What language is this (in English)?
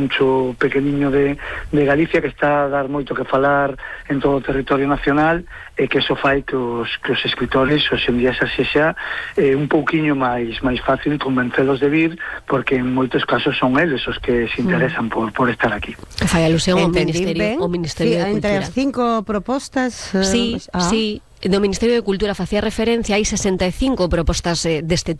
Galician